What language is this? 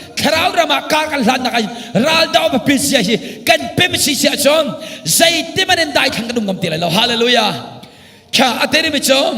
Hakha Chin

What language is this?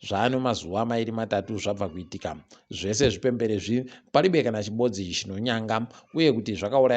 Ndau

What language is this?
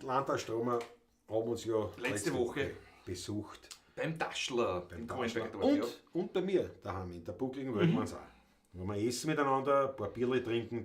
Bavarian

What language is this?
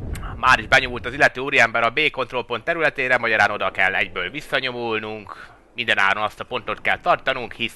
Hungarian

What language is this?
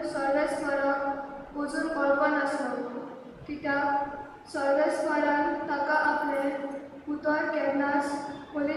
Konkani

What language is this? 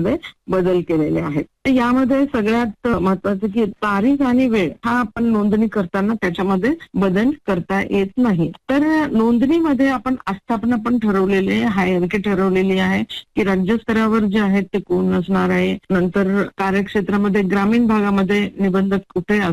Marathi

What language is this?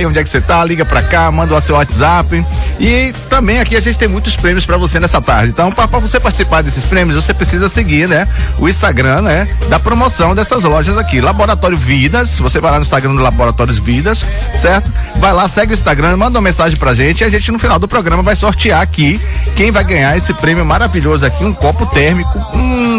Portuguese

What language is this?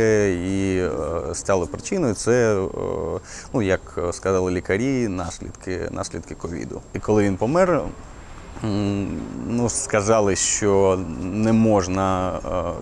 Ukrainian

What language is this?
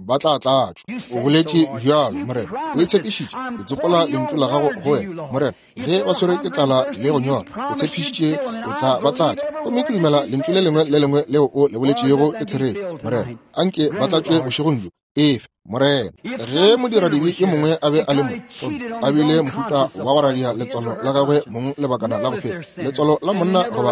Northern Sotho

